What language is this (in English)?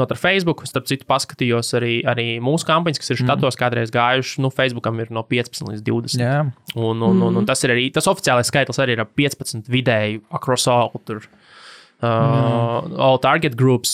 Latvian